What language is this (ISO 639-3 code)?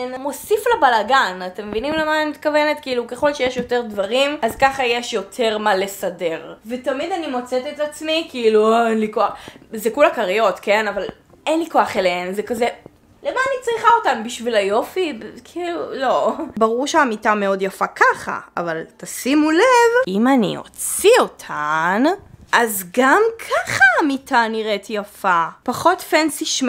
heb